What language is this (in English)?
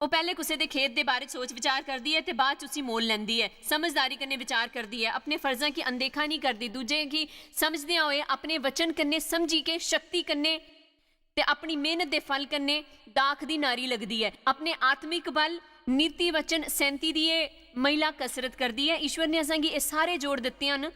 Dogri